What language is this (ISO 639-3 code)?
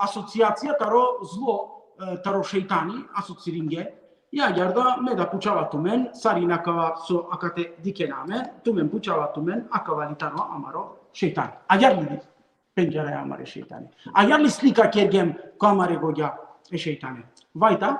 rmn